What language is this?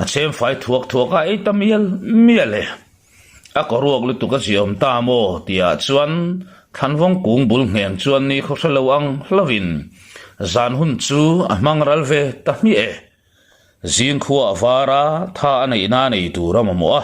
Mizo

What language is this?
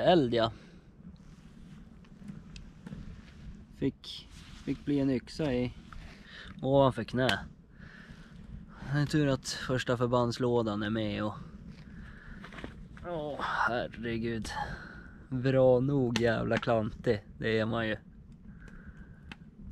Swedish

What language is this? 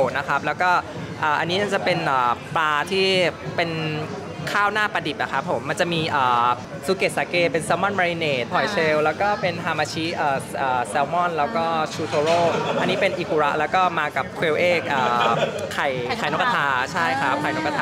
Thai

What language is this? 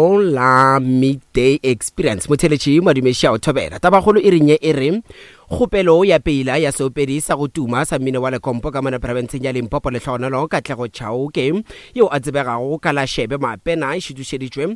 Northern Sotho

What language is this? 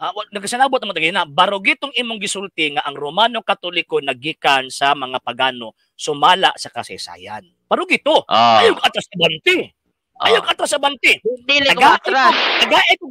Cebuano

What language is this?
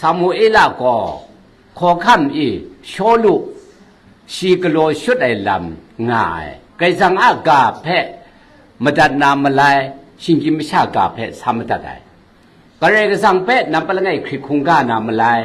Kachin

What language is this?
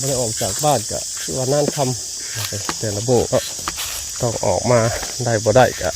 Northeastern Thai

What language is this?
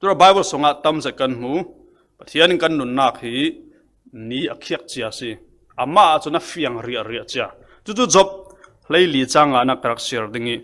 Falam Chin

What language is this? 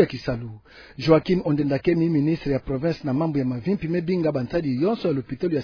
Kituba (Democratic Republic of Congo)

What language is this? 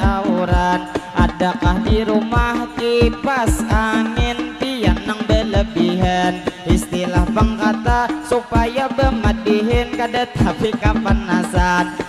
Banjar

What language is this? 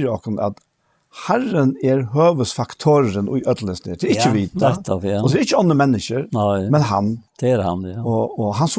Faroese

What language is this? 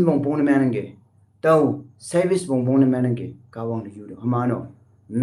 Konyak Naga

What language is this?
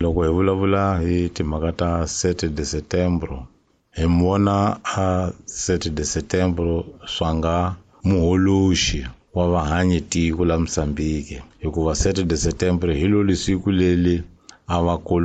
Tsonga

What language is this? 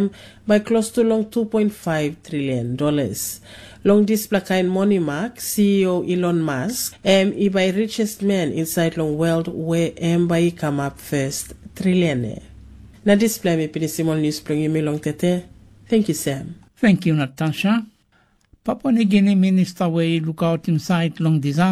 Tok Pisin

